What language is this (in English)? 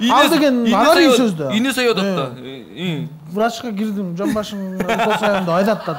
Kyrgyz